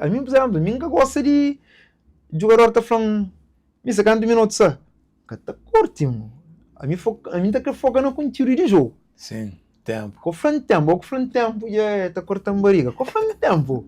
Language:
Kabuverdianu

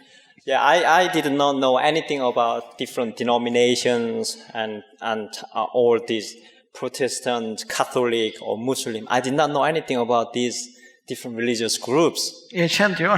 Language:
Faroese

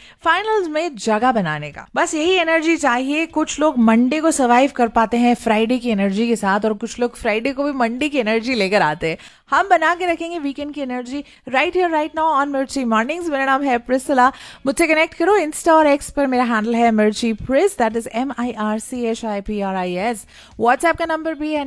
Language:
Hindi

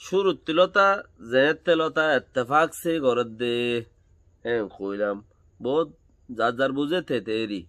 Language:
Rohingya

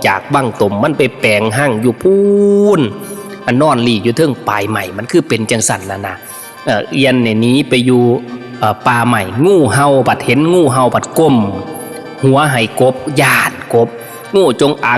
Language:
Northeastern Thai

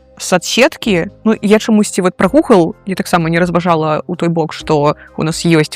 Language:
Belarusian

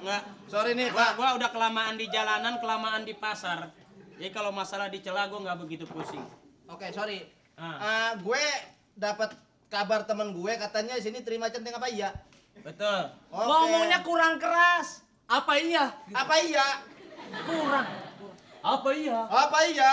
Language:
Betawi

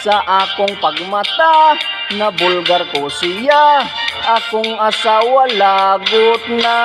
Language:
Cebuano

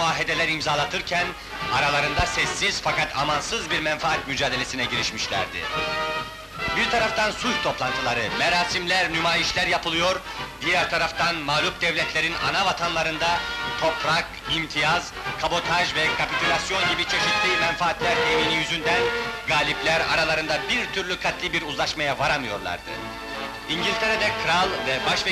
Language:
Turkish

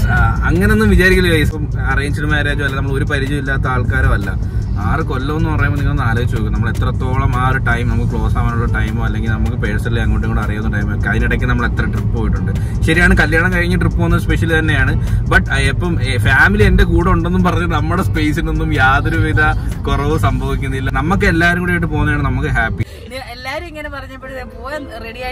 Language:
Malayalam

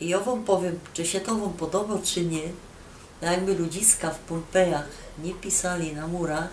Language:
Silesian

